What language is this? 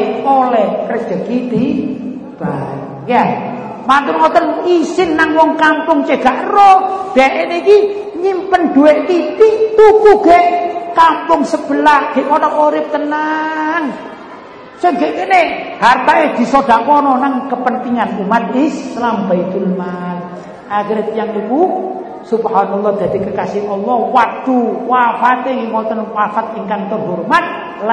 Javanese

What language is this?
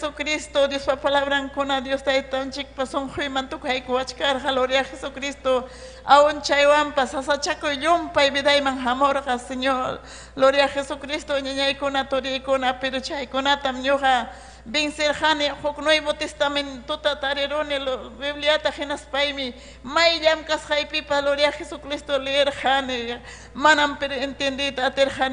Ayacucho Quechua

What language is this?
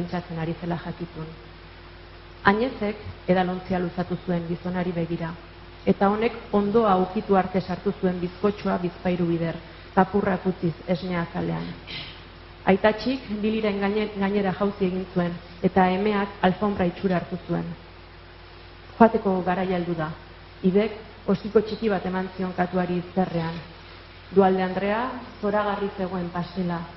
Basque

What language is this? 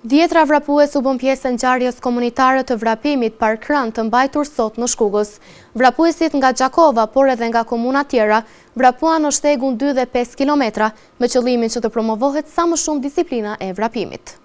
Albanian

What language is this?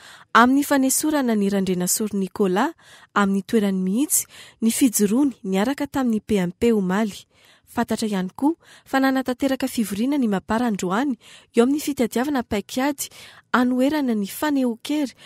Malagasy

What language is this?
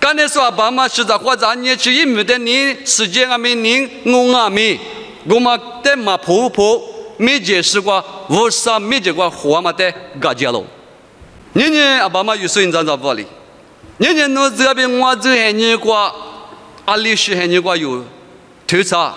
Lisu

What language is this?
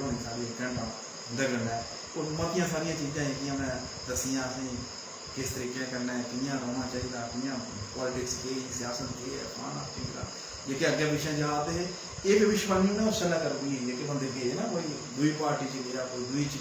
Dogri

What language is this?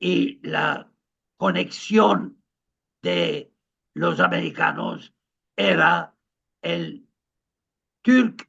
Ladino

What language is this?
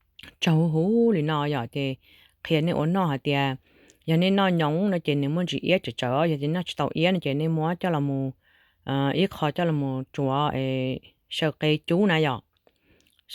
Hmong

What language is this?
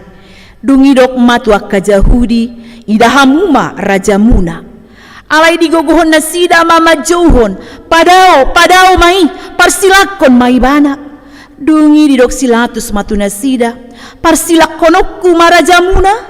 Batak Toba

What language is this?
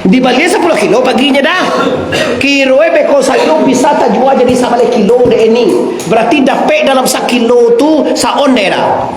Minangkabau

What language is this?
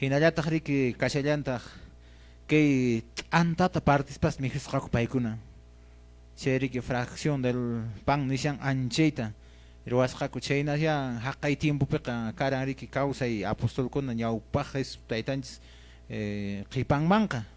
Quechua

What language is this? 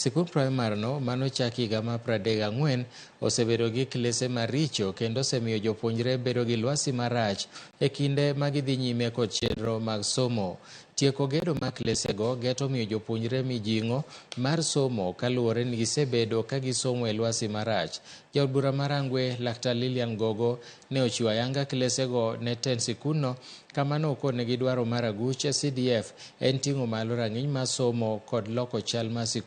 Luo (Kenya and Tanzania)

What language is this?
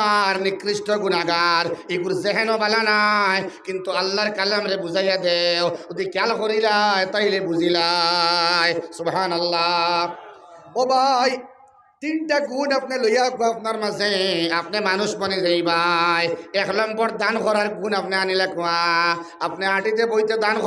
Sylheti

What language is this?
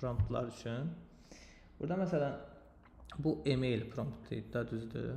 Azerbaijani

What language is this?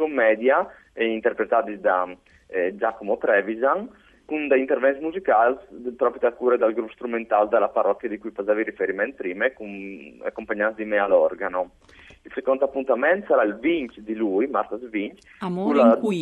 Friulian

